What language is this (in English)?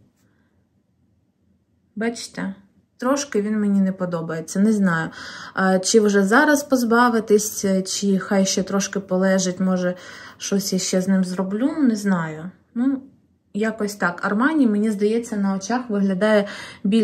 Ukrainian